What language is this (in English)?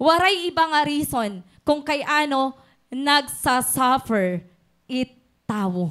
Waray